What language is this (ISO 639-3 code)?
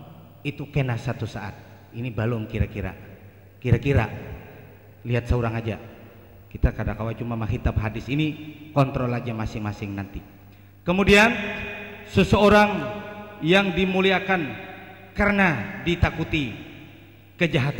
bjn